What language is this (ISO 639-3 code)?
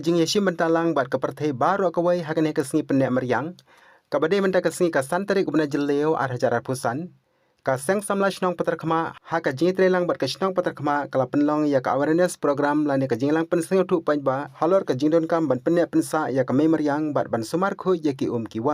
kha